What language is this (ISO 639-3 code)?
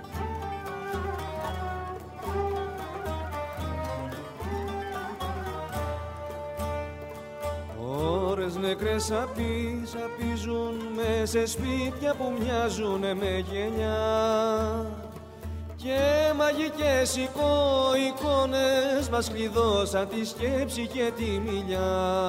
ell